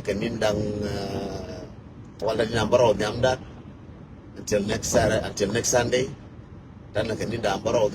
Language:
Nuer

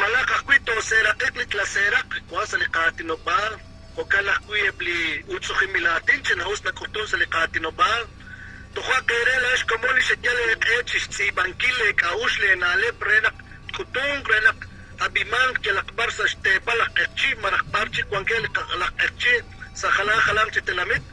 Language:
Kekchí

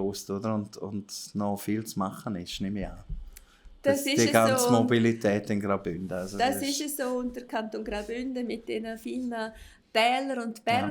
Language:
Swiss German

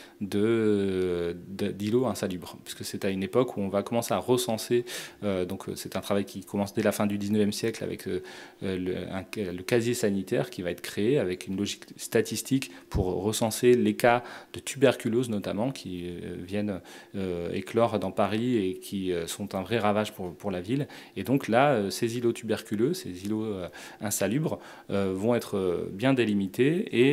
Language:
French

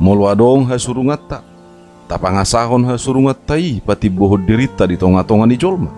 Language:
Batak Toba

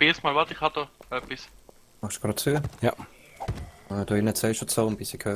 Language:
Swiss German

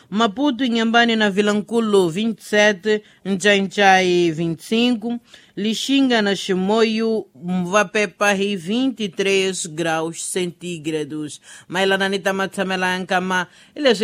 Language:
Tsonga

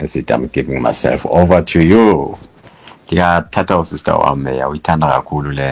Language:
Xhosa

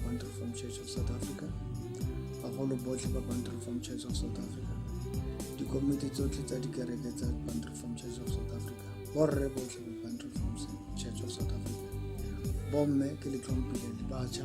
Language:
Tswana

